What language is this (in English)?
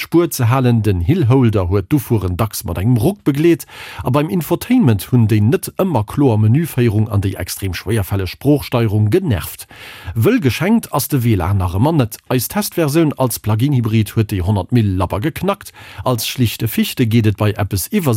Luxembourgish